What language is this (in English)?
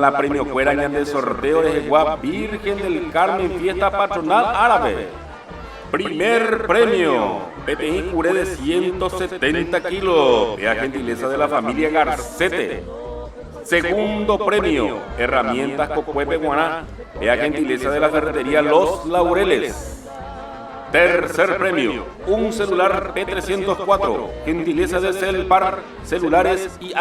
Guarani